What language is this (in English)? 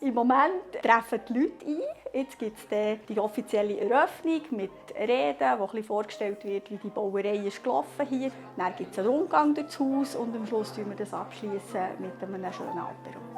Swiss German